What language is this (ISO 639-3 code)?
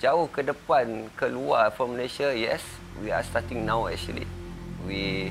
msa